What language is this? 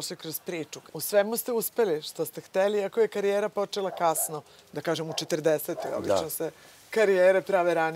Serbian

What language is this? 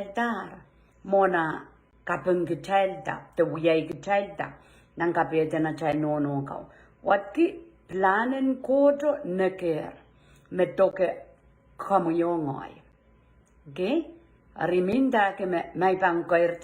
Pohnpeian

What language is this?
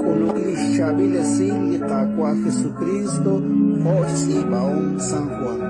Kekchí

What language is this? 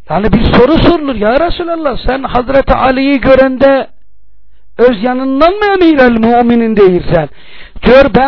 Turkish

